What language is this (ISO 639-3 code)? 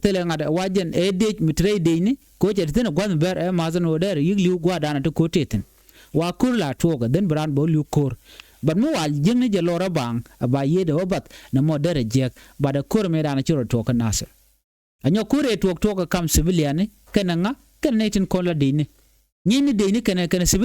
nus